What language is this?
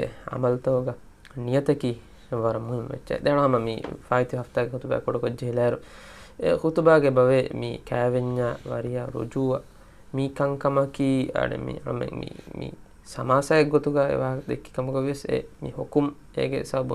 Divehi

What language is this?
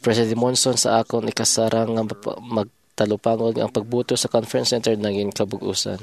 Hiligaynon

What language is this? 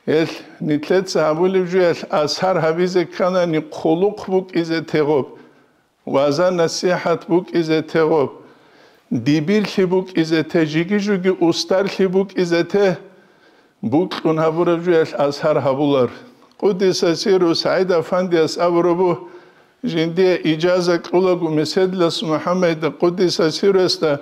Avaric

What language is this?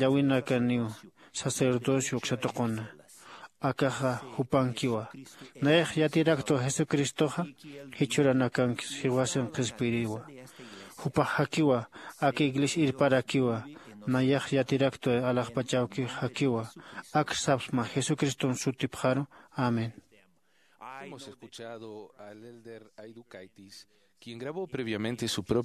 Aymara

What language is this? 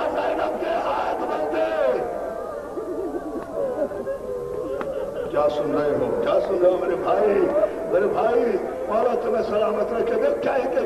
Urdu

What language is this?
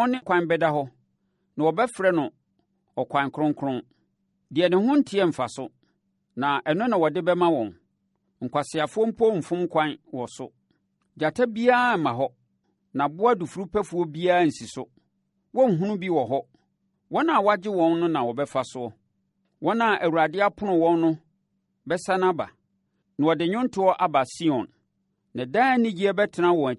Akan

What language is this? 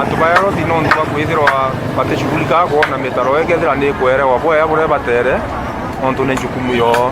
Meru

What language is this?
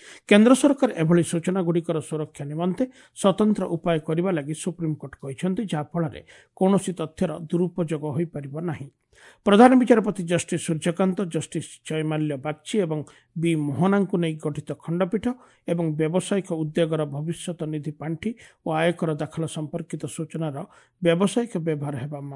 Odia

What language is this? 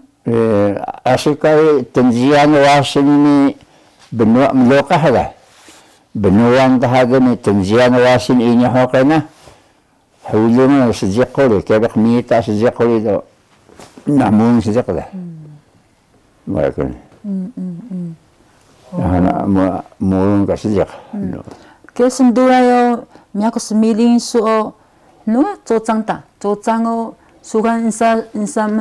Taroko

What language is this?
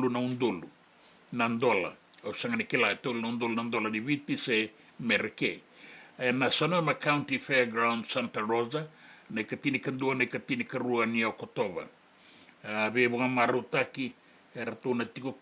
Fijian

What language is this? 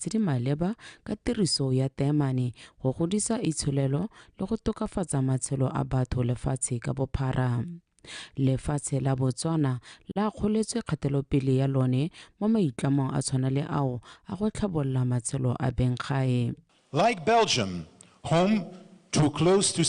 Tswana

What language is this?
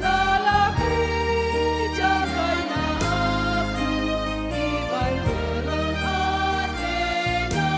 Batak Karo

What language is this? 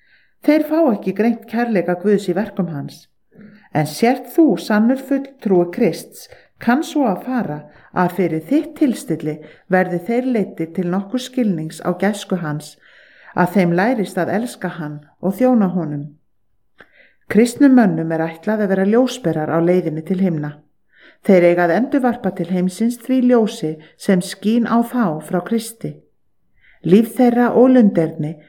Icelandic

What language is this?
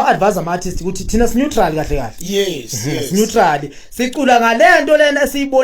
Zulu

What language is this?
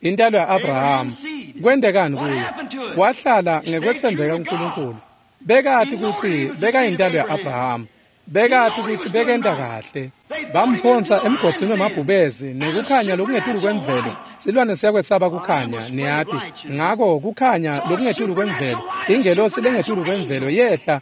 Swati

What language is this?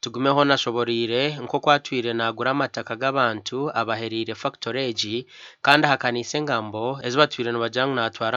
Nyankole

